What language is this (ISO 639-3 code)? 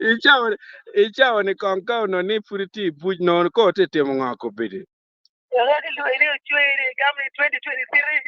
ach